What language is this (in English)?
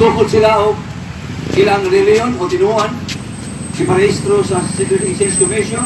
Cebuano